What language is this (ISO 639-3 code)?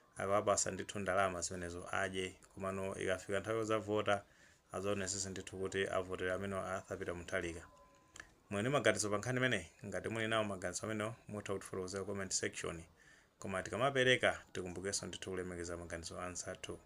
nya